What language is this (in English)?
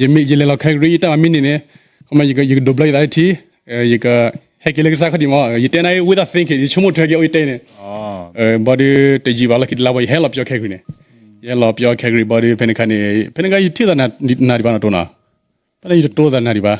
S'gaw Karen